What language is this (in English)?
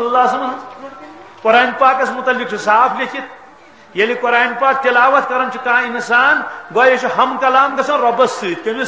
Kashmiri